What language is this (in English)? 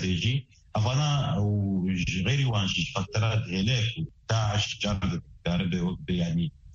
Kurdish